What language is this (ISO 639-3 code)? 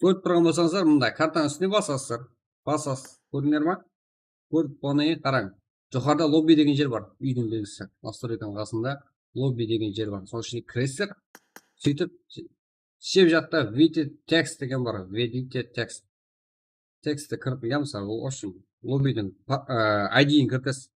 kaa